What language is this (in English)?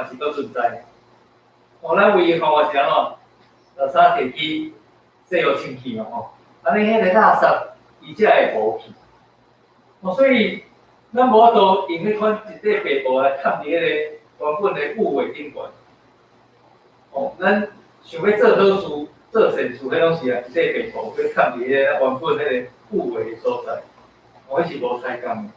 Min Nan Chinese